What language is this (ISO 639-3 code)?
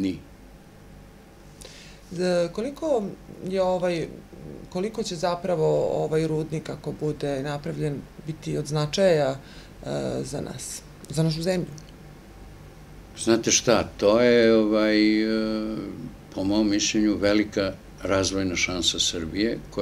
srp